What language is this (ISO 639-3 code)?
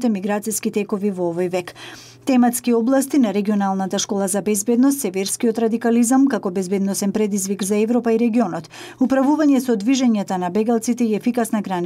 mkd